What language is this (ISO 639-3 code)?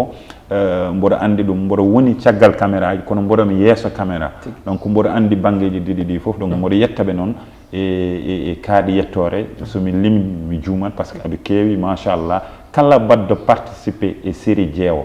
ful